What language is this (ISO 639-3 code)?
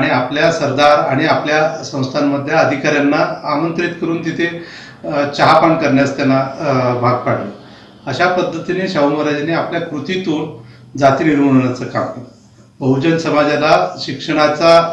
mar